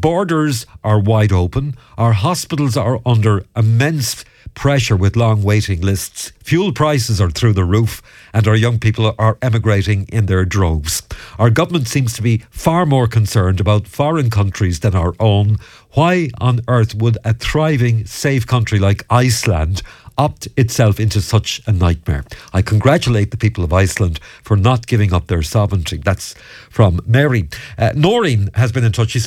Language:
English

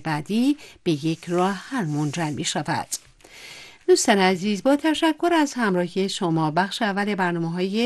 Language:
Persian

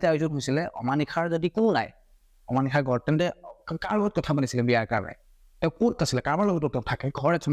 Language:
Assamese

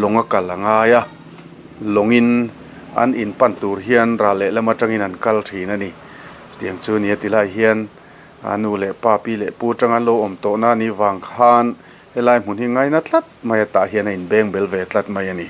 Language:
Mizo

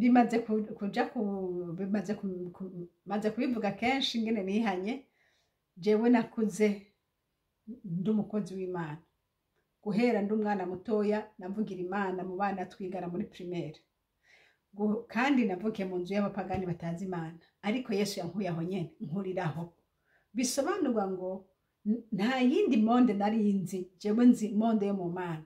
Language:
Rundi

